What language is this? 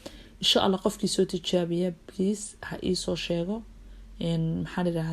Somali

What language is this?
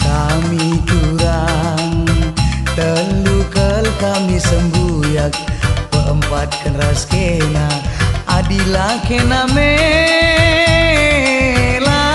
Batak Karo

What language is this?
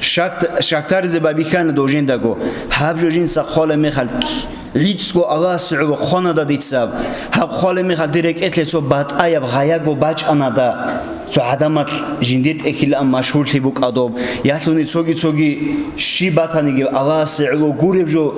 Avaric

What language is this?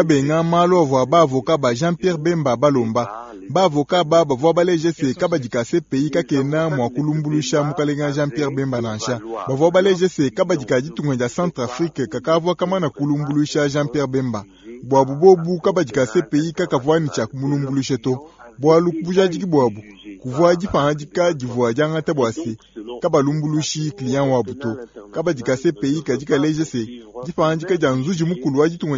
Luba-Lulua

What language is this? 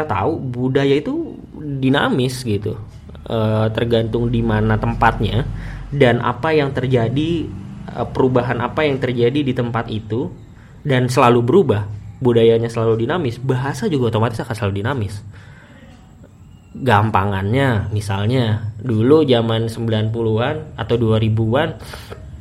Indonesian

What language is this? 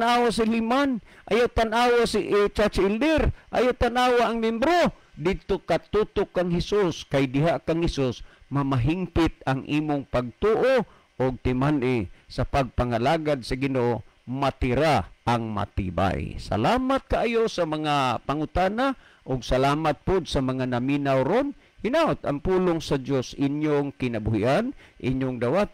Cebuano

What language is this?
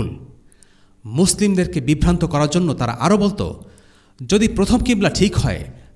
Bangla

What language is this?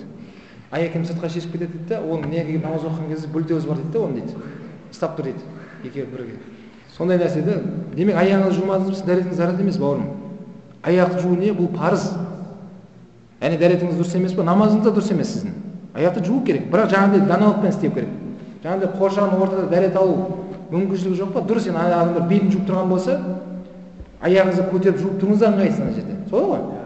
Kazakh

